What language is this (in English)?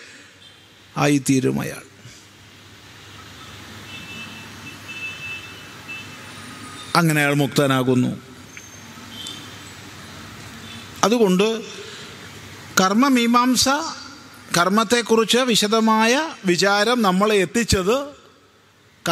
Malayalam